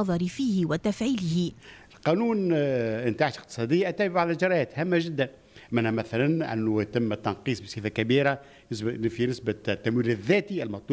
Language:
Tunisian Arabic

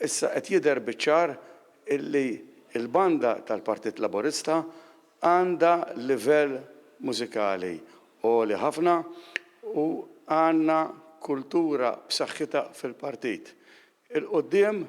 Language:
Maltese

